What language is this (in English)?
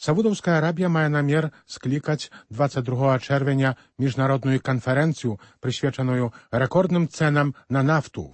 Belarusian